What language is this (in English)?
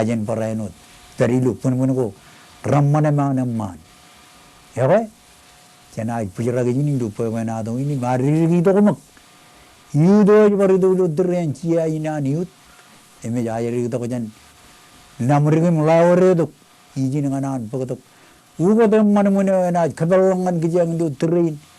Marshallese